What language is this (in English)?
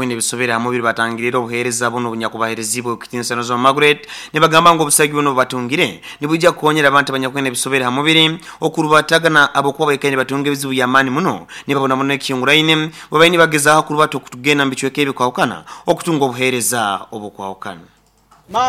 Nyoro